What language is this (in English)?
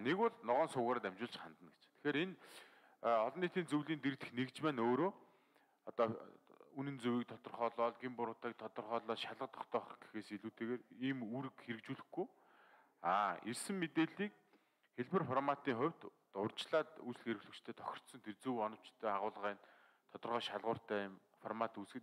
Mongolian